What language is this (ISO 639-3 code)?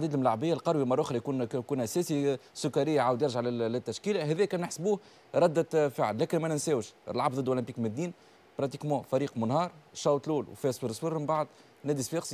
aeb